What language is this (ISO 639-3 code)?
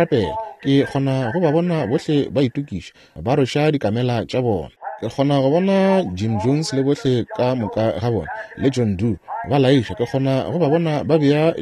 nso